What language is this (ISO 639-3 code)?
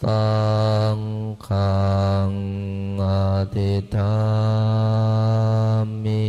pli